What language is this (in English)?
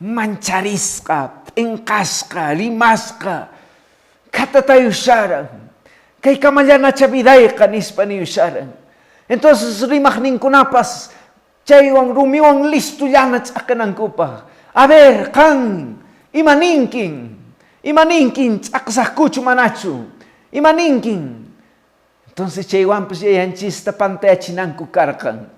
Quechua